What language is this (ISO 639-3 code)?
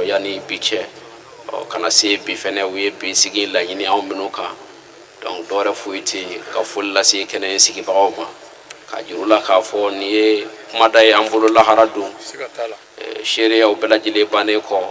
bam